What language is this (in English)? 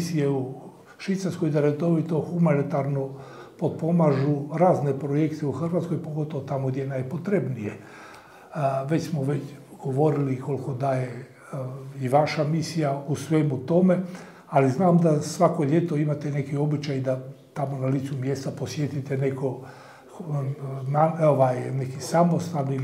Croatian